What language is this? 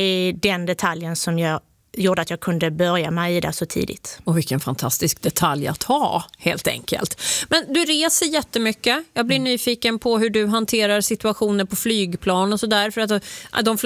Swedish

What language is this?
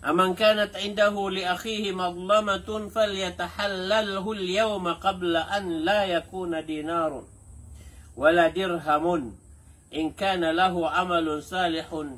Maranao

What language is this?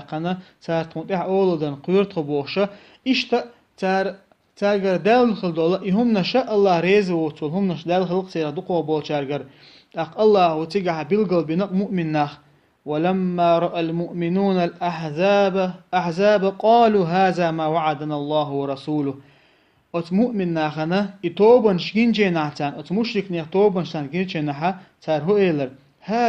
Chechen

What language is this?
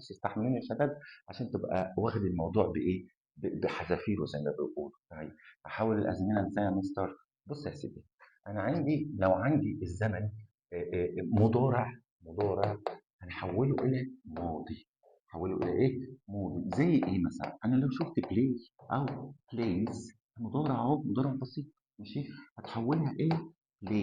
Egyptian Arabic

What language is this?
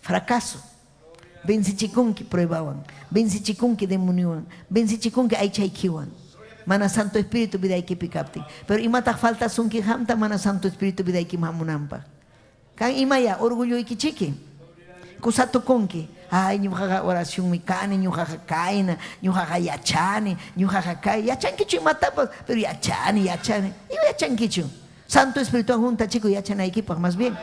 Ayacucho Quechua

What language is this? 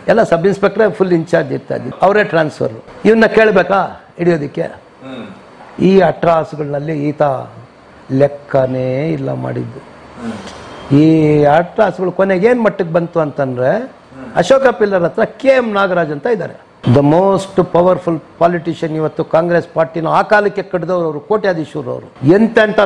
Kannada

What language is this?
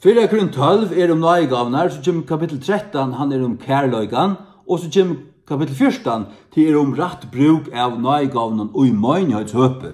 Faroese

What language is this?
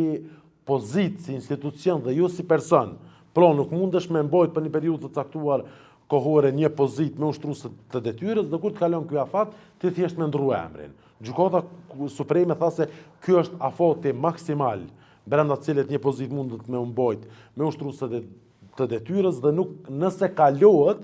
Albanian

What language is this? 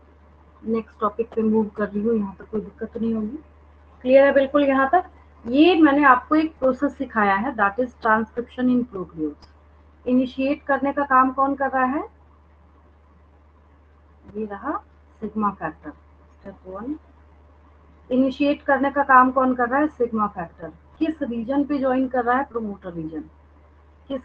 Hindi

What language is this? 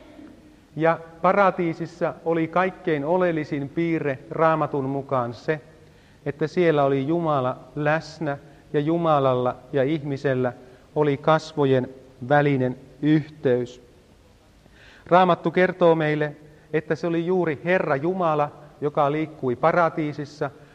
Finnish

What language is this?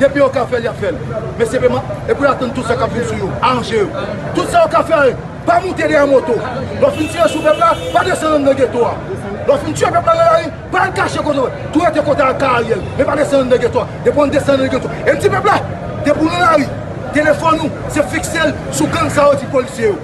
Haitian Creole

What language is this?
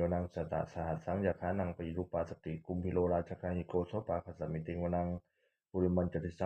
Pali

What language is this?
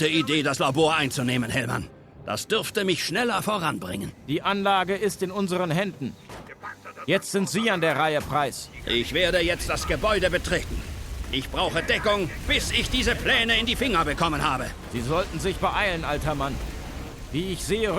Bavarian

